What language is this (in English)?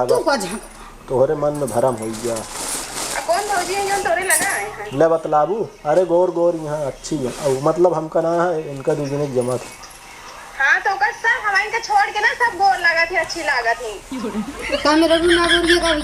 Awadhi